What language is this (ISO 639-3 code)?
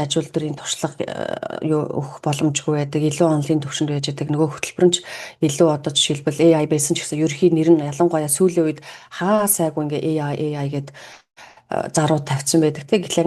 mon